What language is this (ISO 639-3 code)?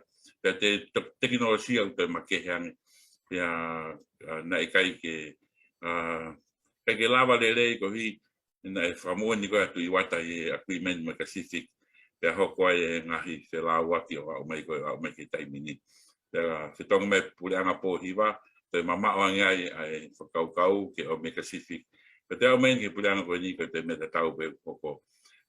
ton